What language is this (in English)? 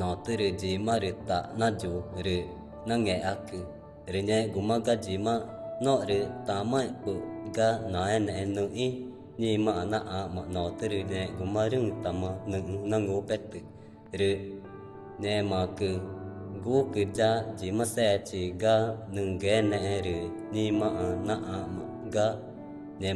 Ticuna